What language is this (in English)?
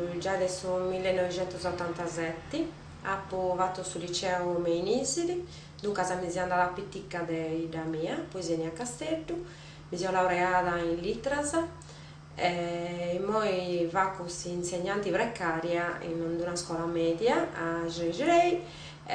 Sardinian